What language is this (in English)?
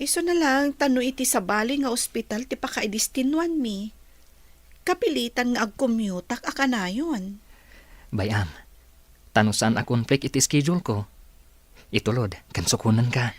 Iloko